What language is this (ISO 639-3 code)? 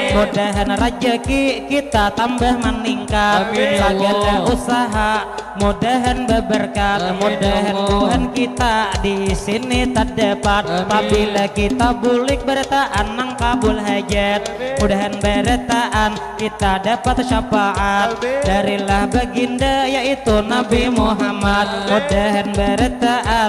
bjn